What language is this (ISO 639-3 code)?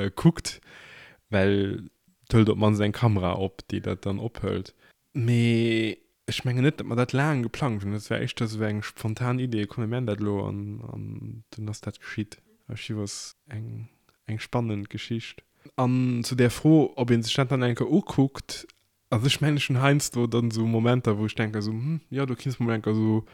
ltz